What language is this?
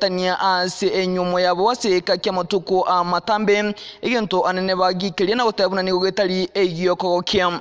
Gusii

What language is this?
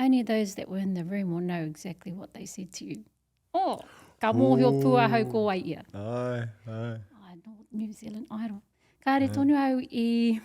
Māori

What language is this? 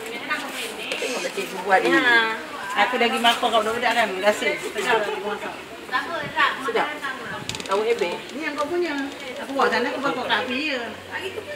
Malay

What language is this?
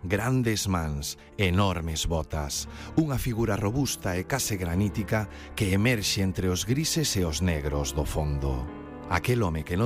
Galician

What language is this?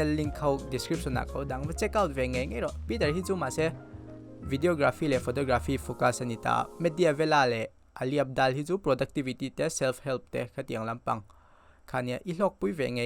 Mizo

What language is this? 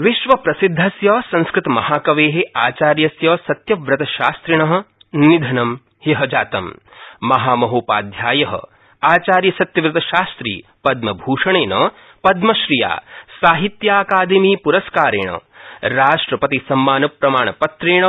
Sanskrit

